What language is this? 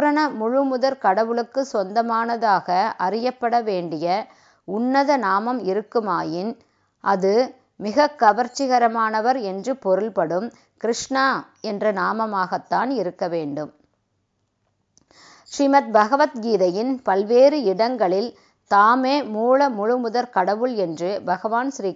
Tamil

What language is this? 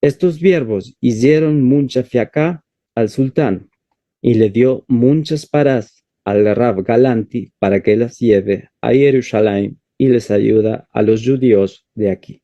Ladino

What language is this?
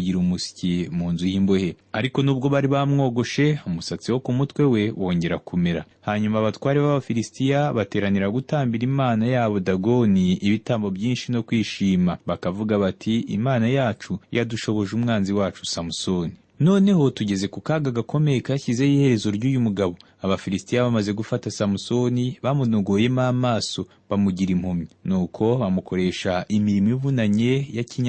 Kinyarwanda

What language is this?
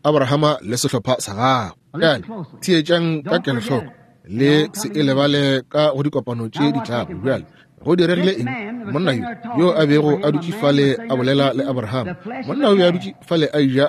Northern Sotho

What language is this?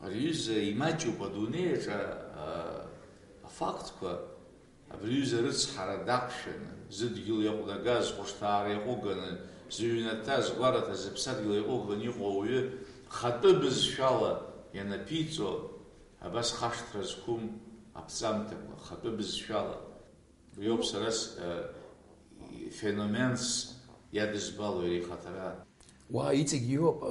Abkhazian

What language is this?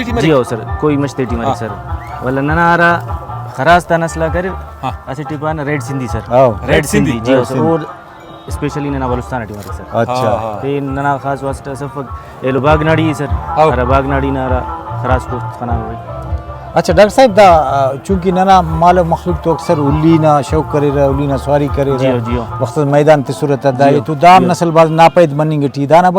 Brahui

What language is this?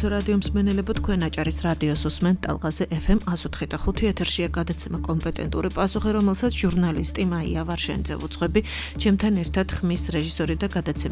Georgian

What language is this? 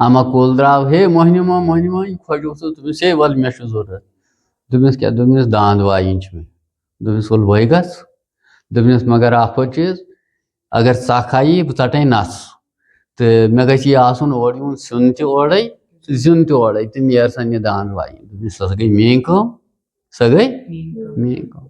Kashmiri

